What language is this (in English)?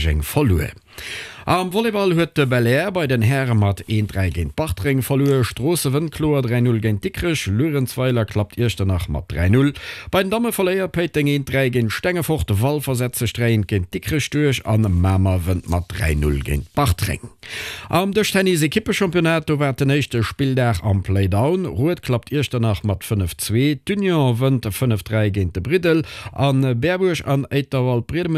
Luxembourgish